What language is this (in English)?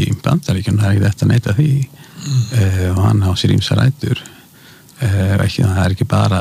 Icelandic